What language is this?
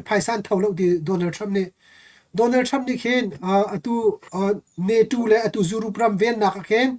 Hakha Chin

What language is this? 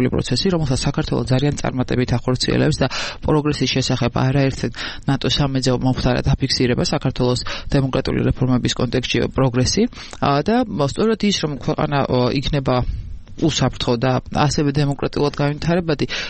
Georgian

